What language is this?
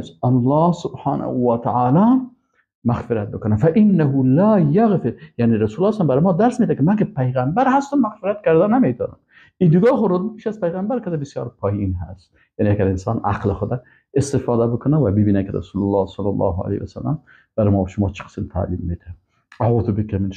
Persian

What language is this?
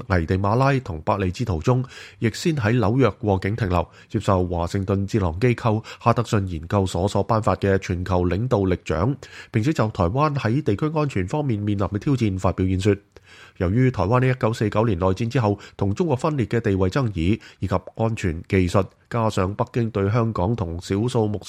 Cantonese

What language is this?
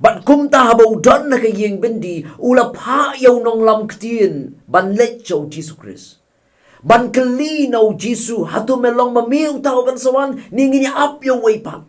Khasi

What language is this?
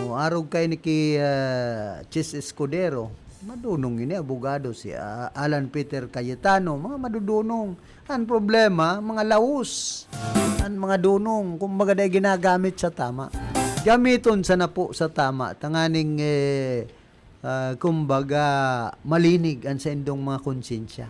Bikol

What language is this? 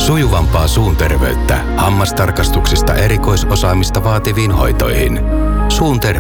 Finnish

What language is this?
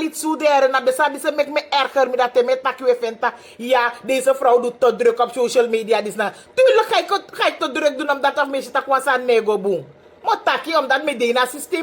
Sranan Tongo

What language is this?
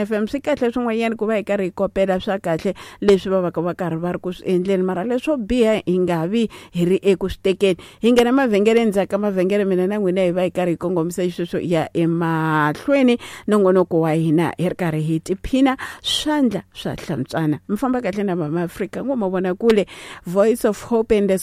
Tsonga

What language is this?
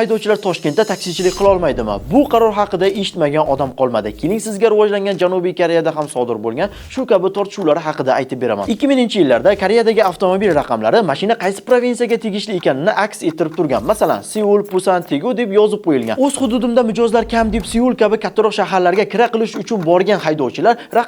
Uzbek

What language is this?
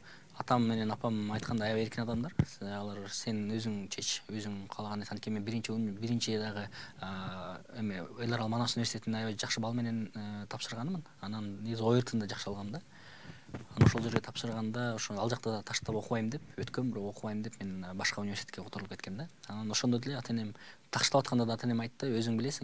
Kyrgyz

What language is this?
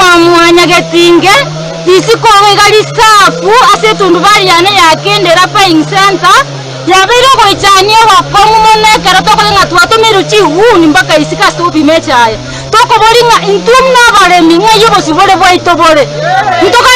Gusii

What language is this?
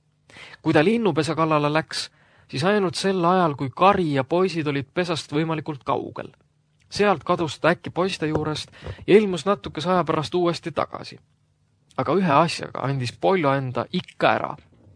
Estonian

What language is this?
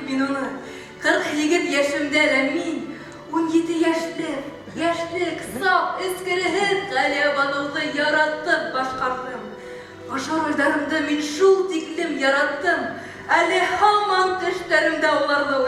Bashkir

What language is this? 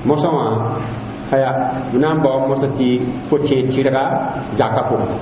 Mossi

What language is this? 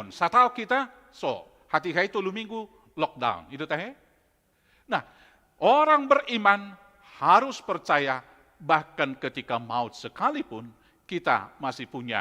Batak Toba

